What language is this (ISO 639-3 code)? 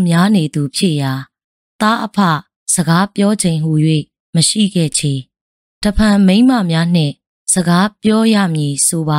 mya